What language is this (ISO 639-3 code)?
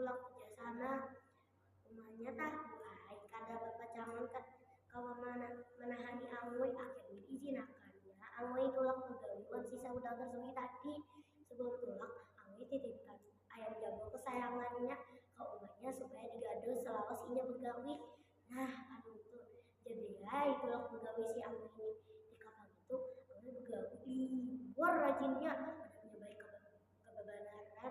bjn